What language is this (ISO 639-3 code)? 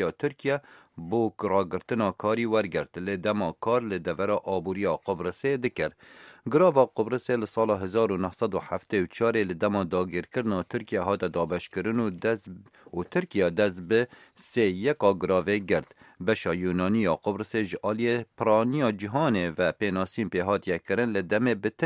kur